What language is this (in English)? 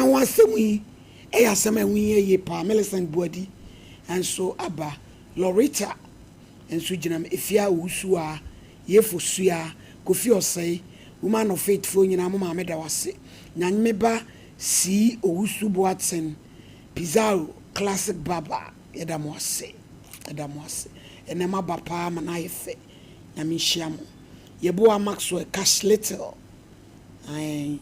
Akan